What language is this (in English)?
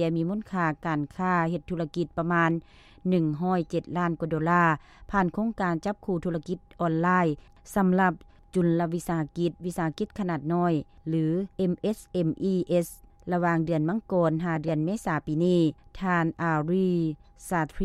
Lao